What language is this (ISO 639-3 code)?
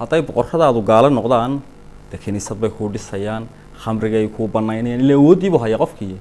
som